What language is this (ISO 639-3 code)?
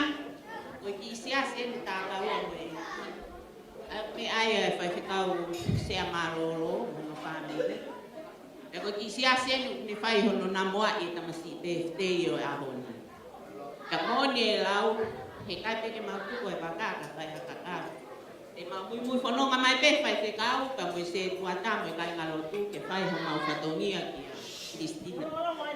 ton